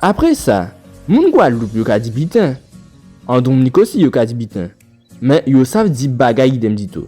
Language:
Guadeloupean Creole French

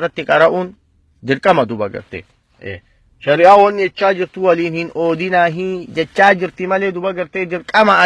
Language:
Oromo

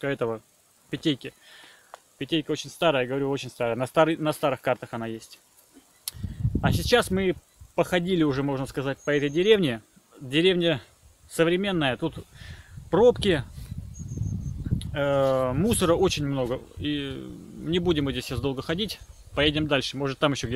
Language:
Russian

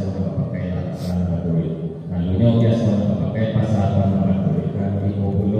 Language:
Minangkabau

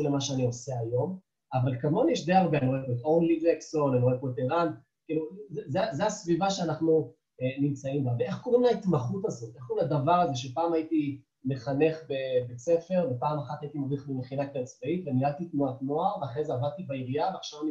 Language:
Hebrew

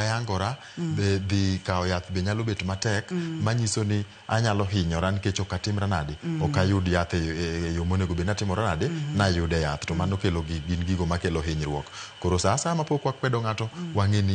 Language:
Luo (Kenya and Tanzania)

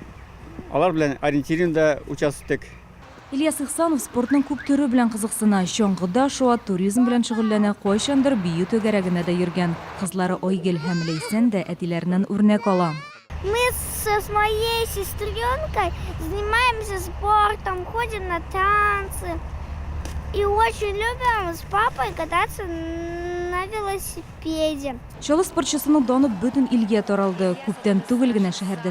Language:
Tatar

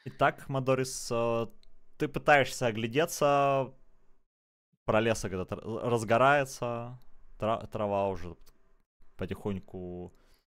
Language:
Russian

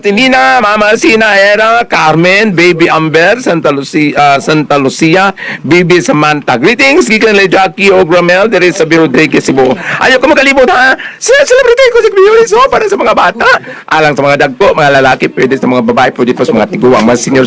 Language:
Cebuano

